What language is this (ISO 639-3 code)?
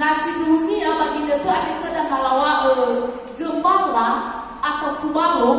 nia